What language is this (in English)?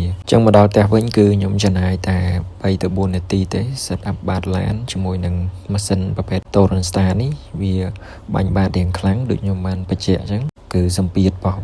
Khmer